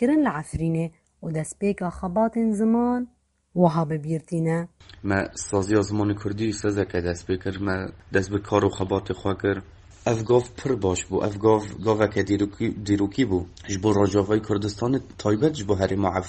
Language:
Kurdish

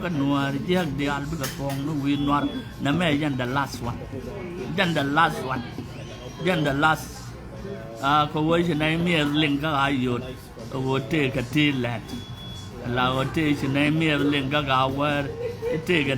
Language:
Nuer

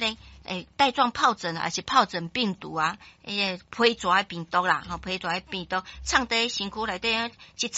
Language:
Min Nan Chinese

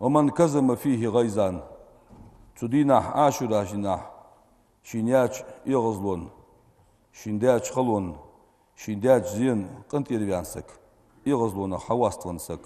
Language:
Ingush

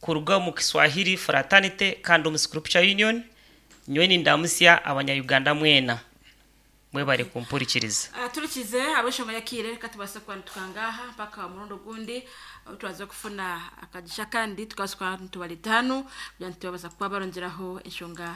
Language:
Nyankole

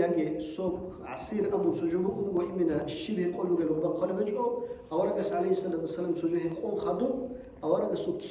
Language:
Avaric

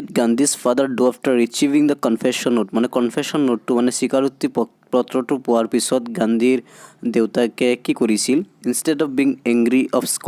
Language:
Assamese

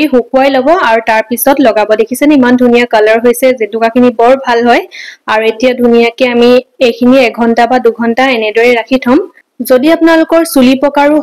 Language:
Assamese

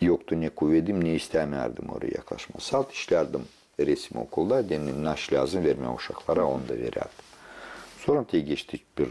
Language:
Gagauz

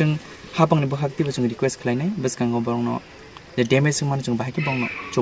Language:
Kok Borok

